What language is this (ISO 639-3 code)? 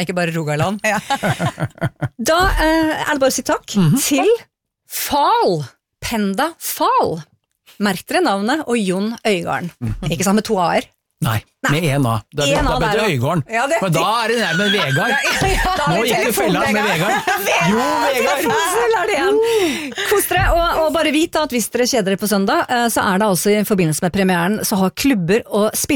nor